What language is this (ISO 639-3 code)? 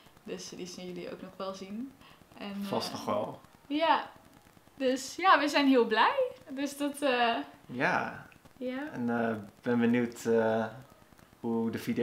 nld